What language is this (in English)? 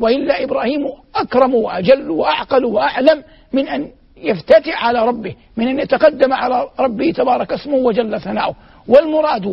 Arabic